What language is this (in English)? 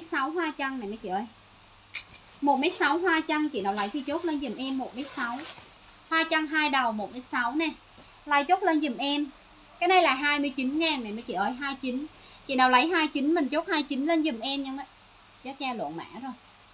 Vietnamese